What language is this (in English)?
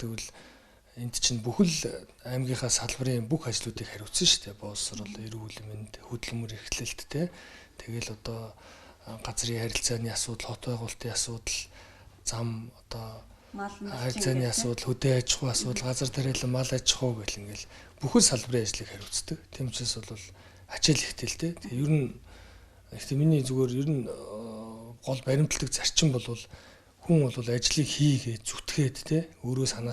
Mongolian